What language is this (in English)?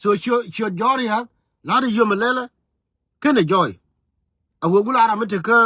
Nuer